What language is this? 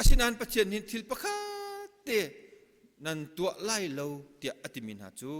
Hakha Chin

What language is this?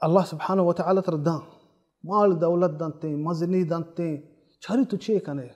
Baluchi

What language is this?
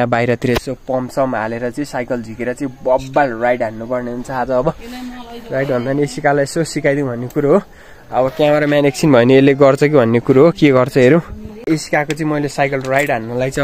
Nepali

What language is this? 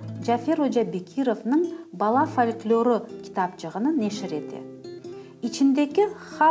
Crimean Tatar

